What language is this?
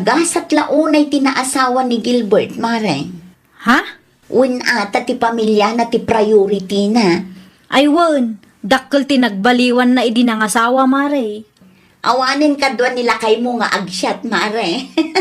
Iloko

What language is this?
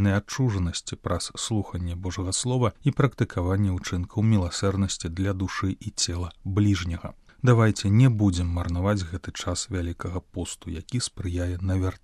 Belarusian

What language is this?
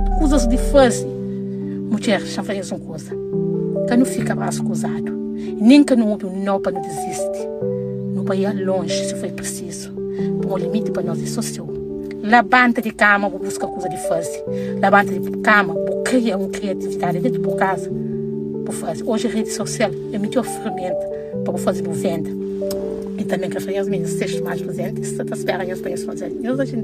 Kabuverdianu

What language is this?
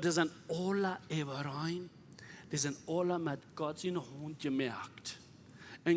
Plautdietsch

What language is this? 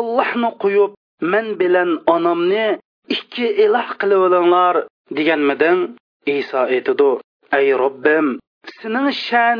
Uyghur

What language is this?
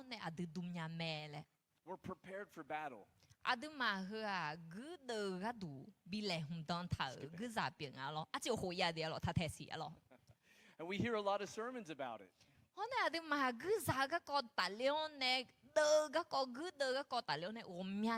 Akha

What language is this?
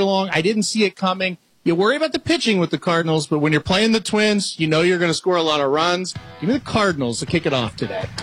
English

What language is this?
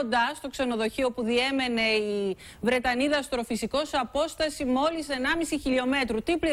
Greek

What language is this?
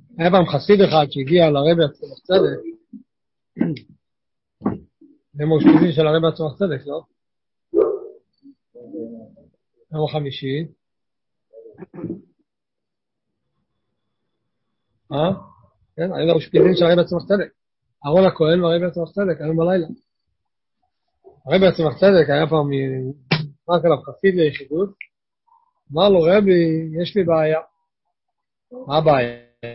Hebrew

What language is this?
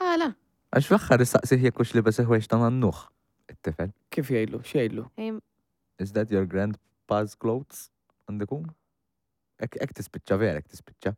Maltese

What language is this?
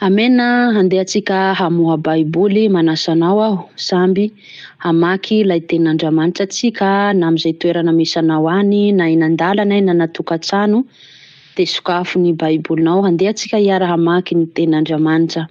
Malagasy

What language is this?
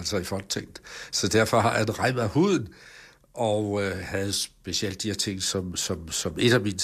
Danish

